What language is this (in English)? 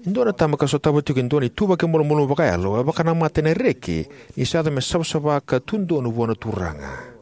Fijian